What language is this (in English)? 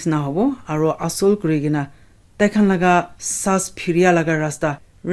Naga Pidgin